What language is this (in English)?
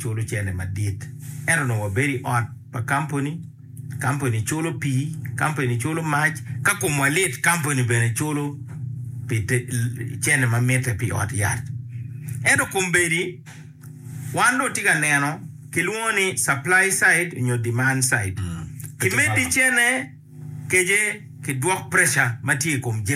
Acoli